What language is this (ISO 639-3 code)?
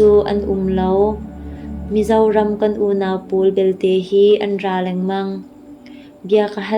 cnh